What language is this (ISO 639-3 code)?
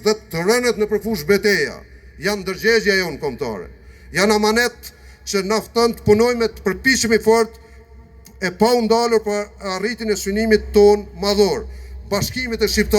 sqi